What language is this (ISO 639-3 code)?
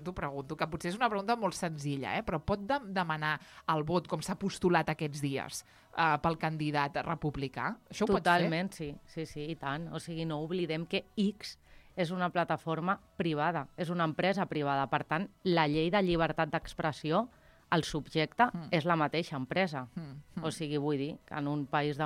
cat